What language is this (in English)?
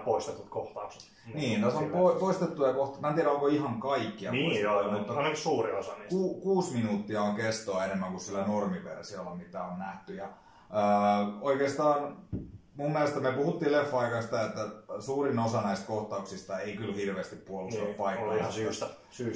Finnish